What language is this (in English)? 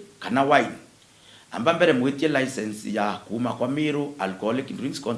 Meru